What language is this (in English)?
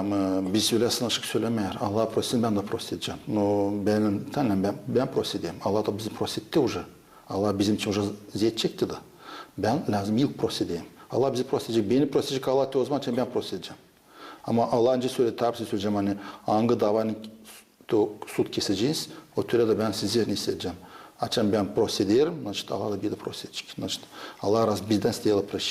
Gagauz